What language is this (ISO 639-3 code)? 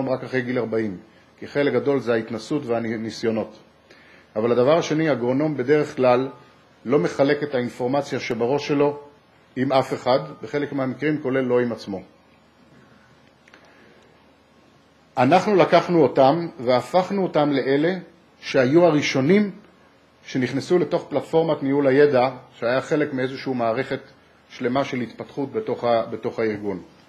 heb